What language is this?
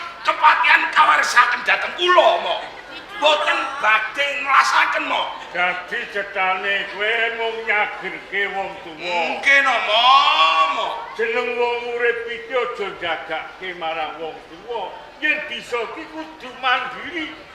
Javanese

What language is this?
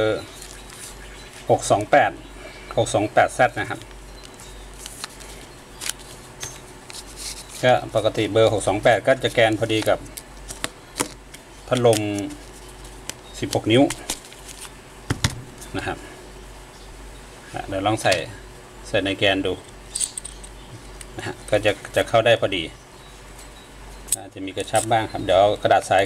Thai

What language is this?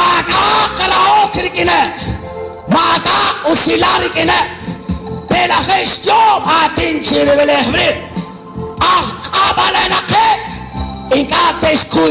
Kekchí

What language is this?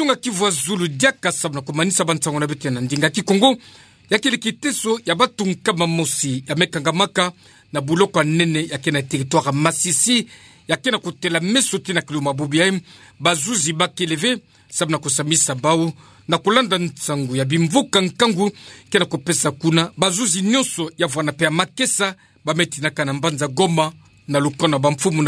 Kituba (Democratic Republic of Congo)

